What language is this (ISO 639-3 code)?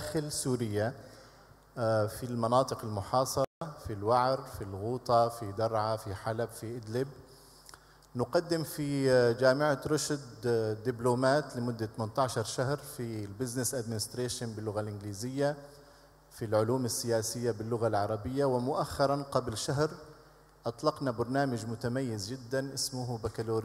ara